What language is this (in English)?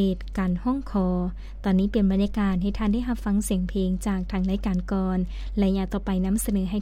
Lao